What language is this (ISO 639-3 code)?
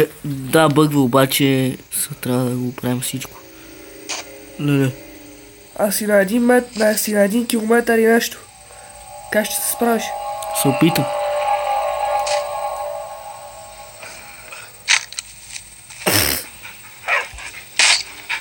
bul